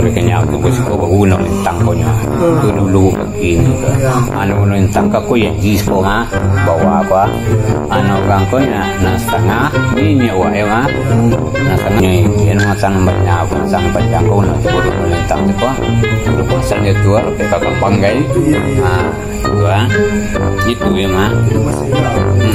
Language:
Minangkabau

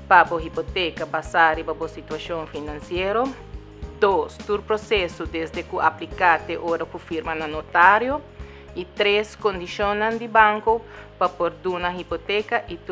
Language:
Papiamento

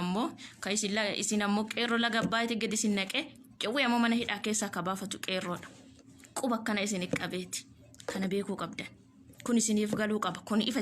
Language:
Oromo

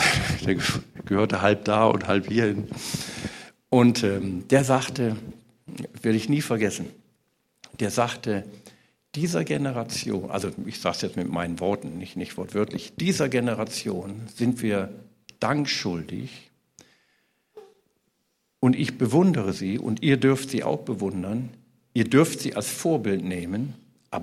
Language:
German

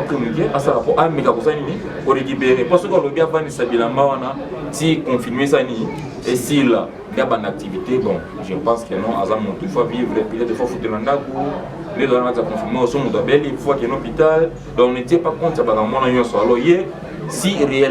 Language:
Lingala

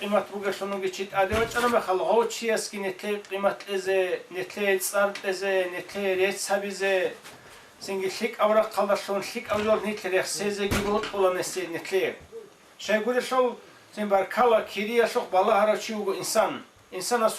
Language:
Avaric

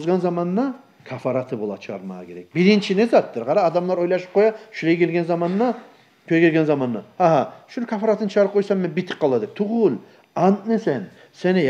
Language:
Kumyk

